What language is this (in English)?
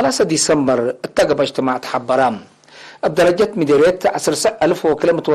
Tigre